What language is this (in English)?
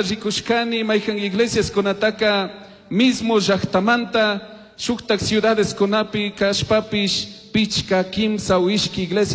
Chimborazo Highland Quichua